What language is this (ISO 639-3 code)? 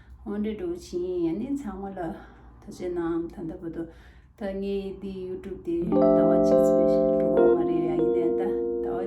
bod